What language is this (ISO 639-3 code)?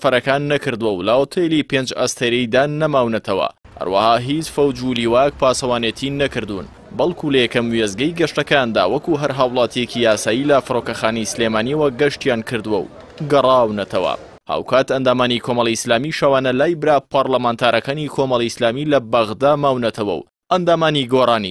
ckb